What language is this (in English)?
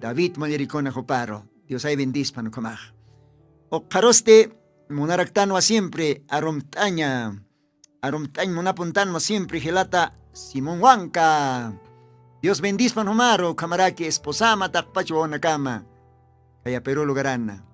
Aymara